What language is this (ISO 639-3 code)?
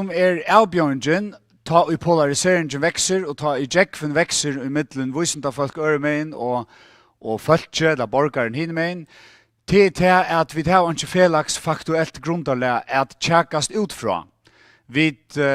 fao